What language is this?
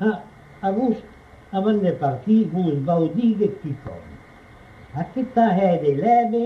Occitan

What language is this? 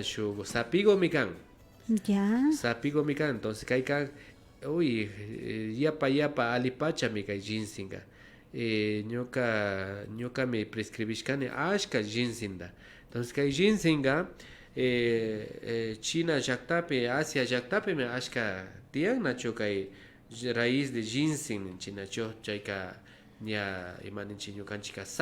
Imbabura Highland Quichua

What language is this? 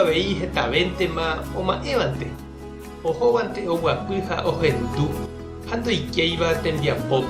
Guarani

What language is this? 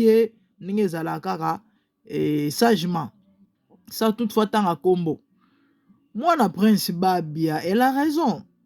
Lingala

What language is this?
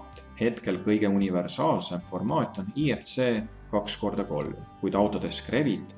Estonian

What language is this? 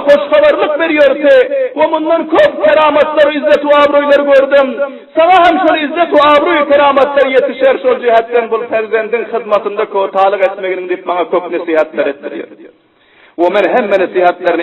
Turkmen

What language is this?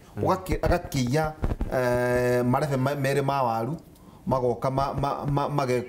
Kikuyu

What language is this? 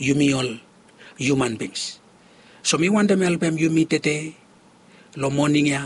Bislama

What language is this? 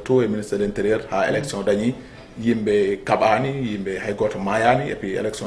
Fula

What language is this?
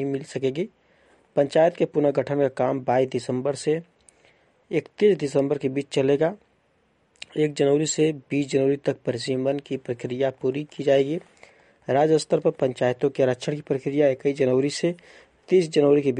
Hindi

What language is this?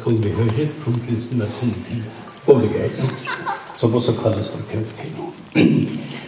Norwegian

